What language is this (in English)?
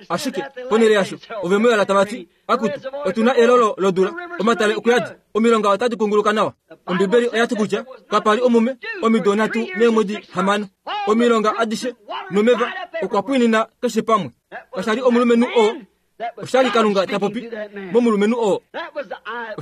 Kuanyama